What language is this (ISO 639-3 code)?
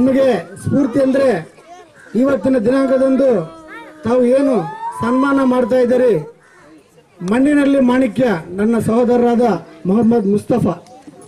kan